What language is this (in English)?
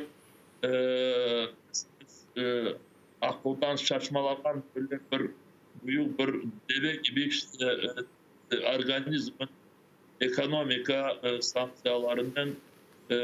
Crimean Tatar